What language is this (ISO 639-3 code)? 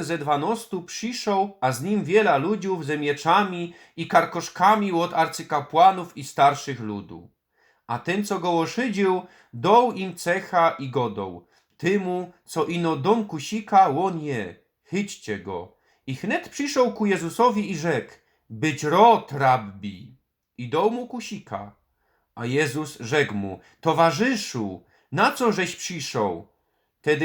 szl